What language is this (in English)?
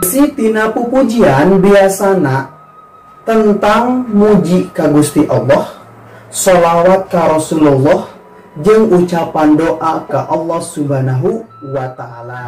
Sundanese